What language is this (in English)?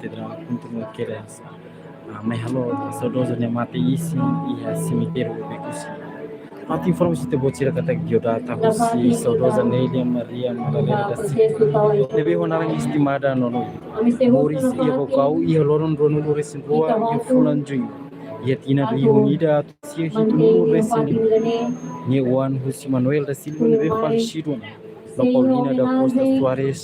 Tetum